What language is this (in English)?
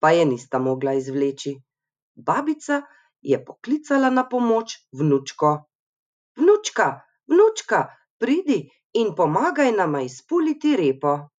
Slovenian